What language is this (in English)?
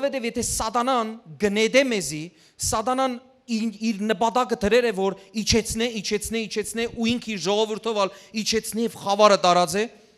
Western Armenian